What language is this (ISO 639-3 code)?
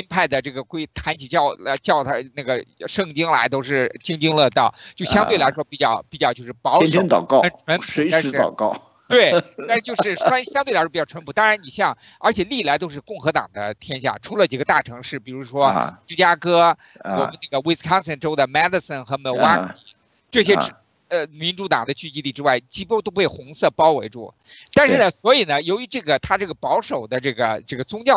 zho